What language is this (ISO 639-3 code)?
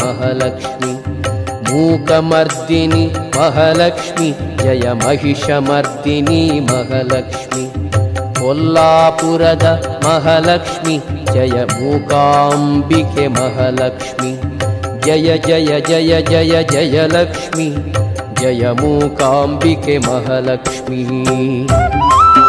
kan